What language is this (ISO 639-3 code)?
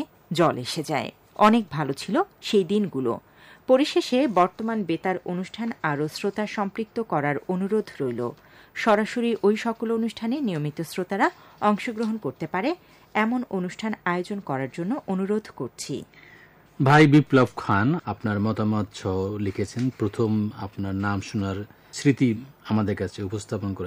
ben